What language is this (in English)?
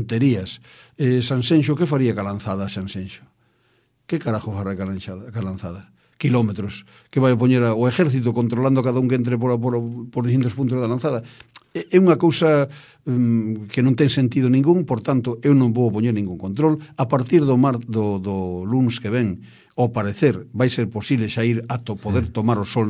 Galician